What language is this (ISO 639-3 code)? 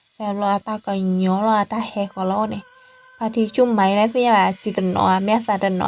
ksw